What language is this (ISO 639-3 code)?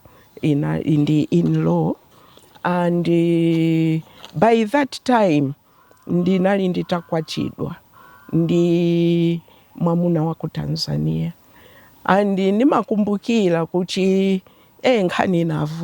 nya